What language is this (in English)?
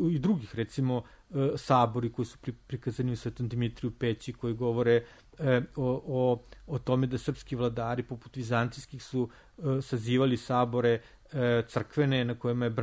Serbian